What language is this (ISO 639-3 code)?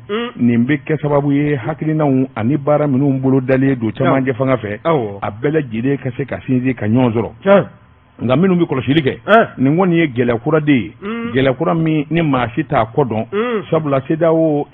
bam